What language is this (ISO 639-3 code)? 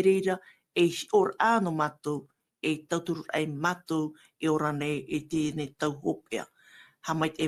tah